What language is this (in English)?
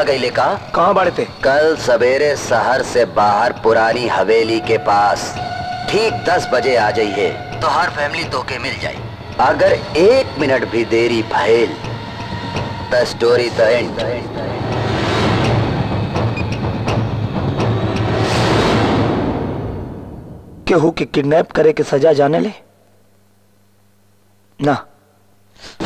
Bhojpuri